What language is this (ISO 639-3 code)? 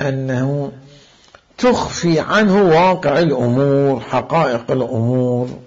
acm